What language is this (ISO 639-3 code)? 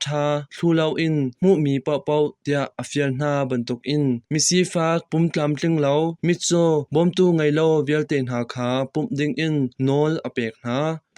cnh